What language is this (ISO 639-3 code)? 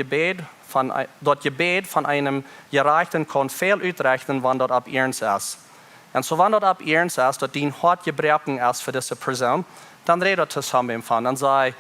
pdt